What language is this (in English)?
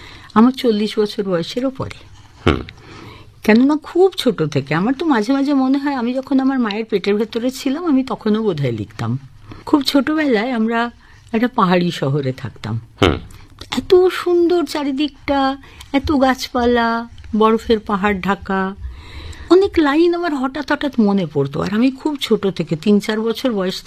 Bangla